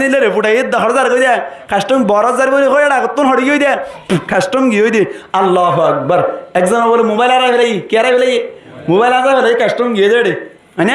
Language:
Rohingya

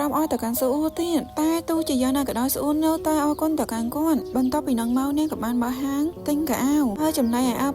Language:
Khmer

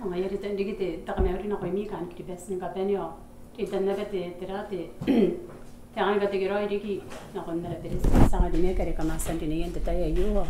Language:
Gilbertese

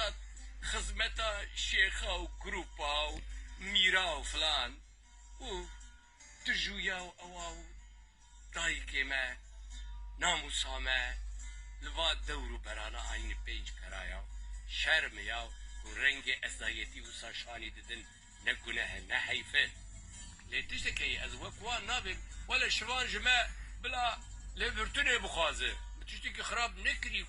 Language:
Kurdish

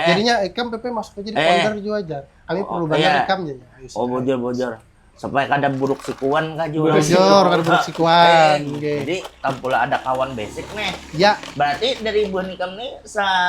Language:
Banjar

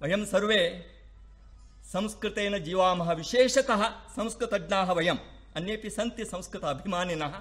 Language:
Sanskrit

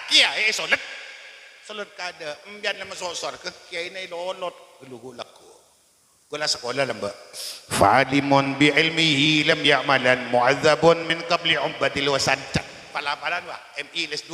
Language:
Madurese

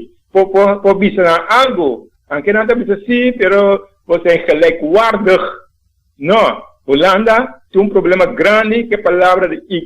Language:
Papiamento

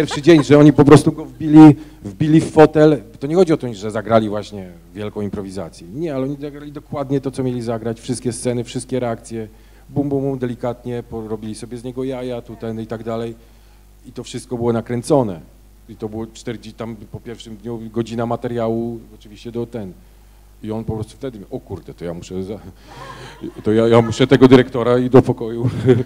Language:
Polish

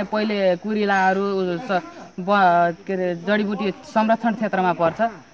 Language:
Nepali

